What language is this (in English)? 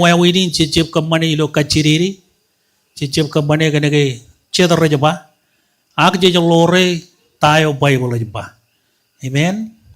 Marshallese